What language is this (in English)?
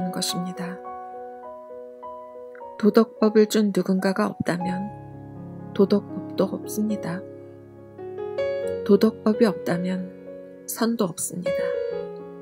Korean